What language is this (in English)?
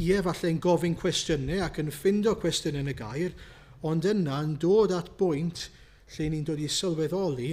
Welsh